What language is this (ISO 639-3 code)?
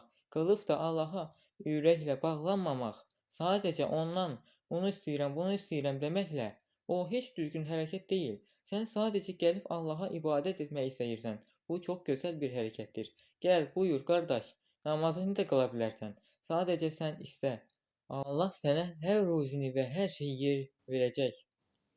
aze